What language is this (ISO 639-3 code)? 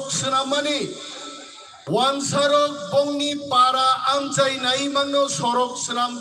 trp